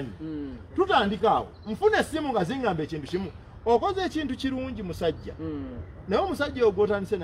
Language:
Ganda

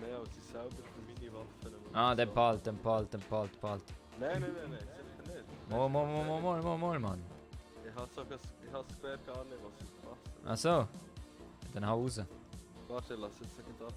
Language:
Swiss German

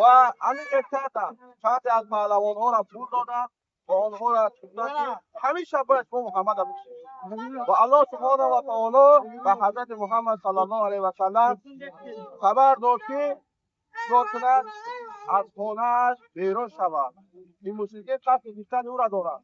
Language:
Tajik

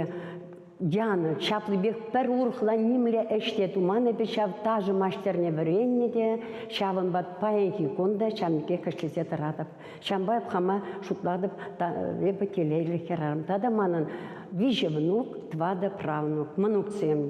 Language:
Chuvash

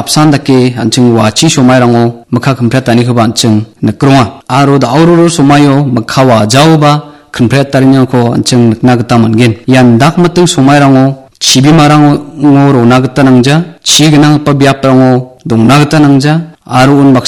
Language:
Garo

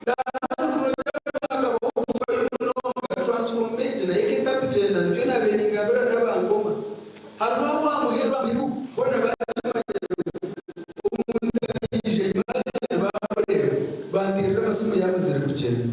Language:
Nyankole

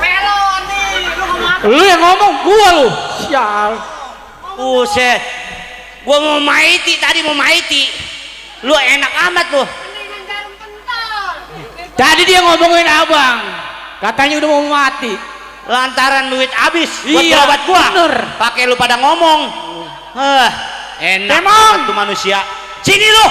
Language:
Betawi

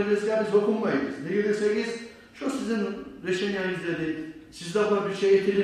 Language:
Kumyk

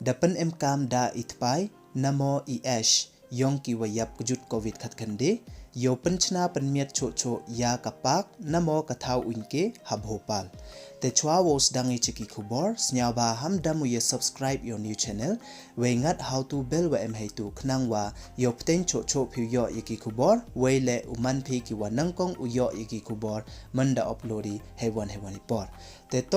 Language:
Pnar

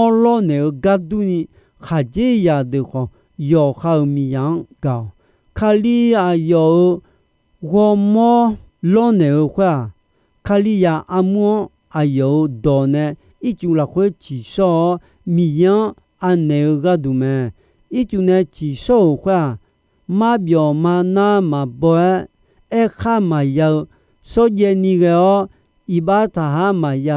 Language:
Akha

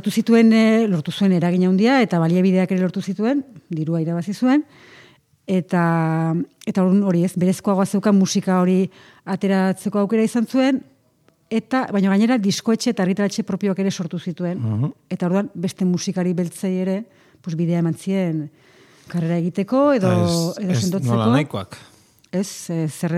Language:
Basque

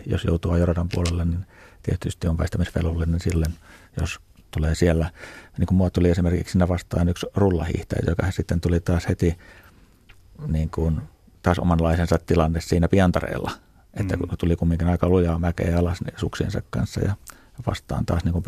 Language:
Finnish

